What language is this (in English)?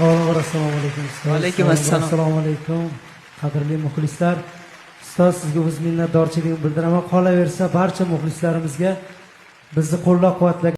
Uzbek